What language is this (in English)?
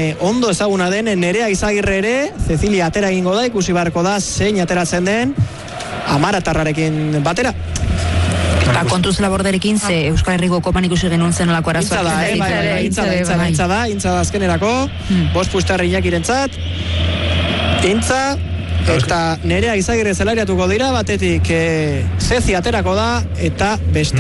Basque